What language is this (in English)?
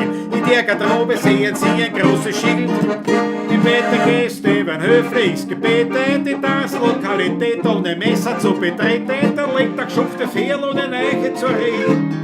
Bavarian